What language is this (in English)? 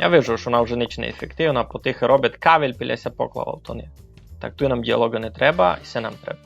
Rusyn